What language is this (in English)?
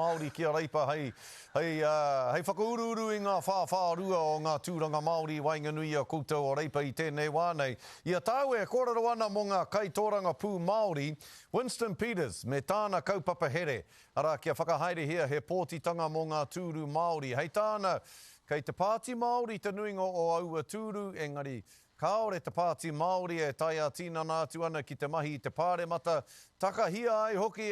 Māori